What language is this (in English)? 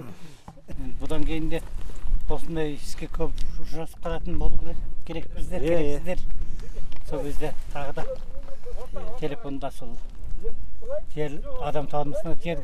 Kazakh